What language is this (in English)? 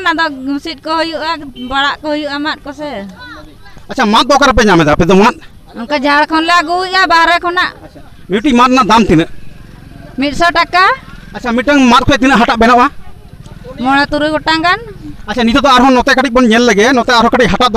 Santali